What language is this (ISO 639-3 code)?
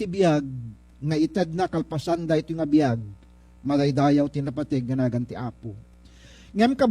ilo